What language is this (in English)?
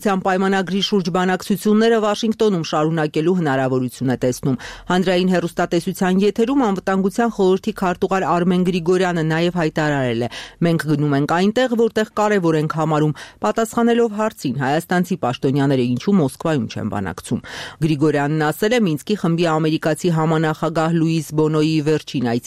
Armenian